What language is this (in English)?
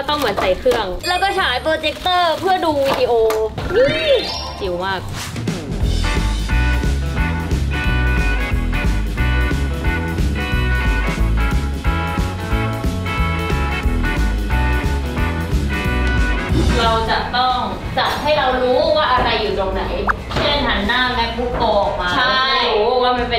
Thai